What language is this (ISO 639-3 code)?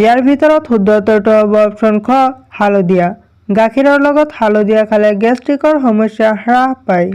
asm